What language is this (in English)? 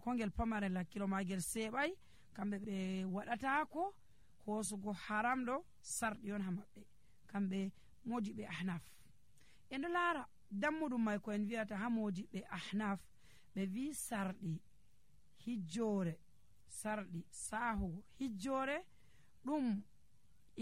Nigerian Fulfulde